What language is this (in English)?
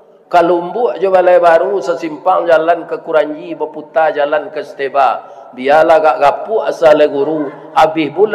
Minangkabau